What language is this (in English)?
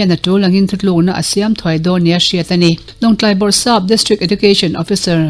Mizo